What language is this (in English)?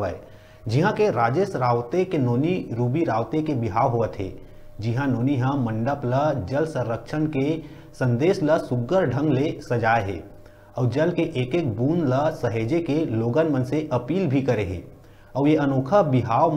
Chhattisgarhi